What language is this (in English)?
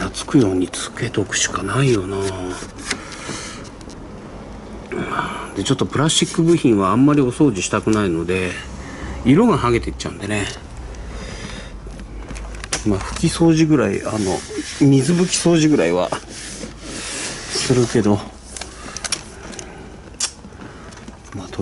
Japanese